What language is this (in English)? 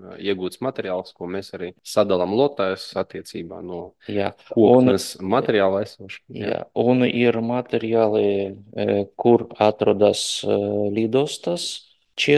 Latvian